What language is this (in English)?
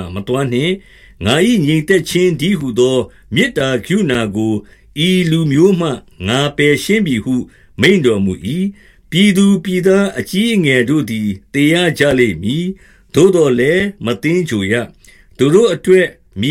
Burmese